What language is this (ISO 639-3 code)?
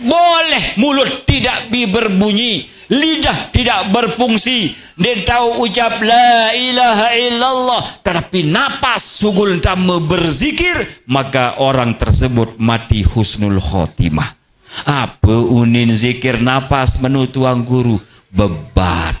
sas